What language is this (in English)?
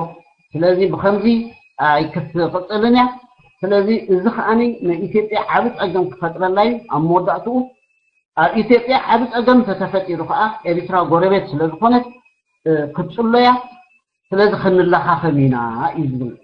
Tigrinya